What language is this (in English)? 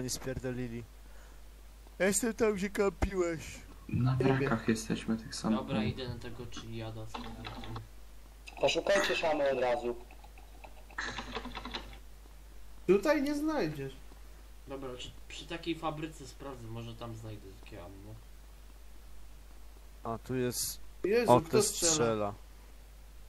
Polish